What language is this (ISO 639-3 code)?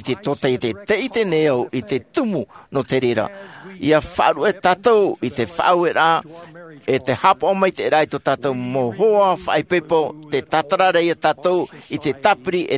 tah